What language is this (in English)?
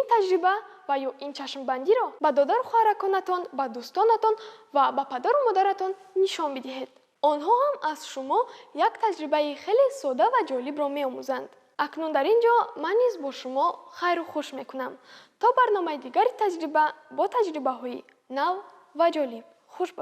Tajik